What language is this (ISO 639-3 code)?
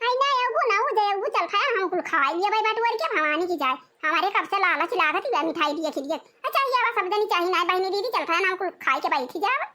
awa